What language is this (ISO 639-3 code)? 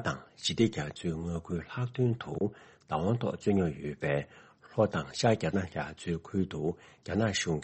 bod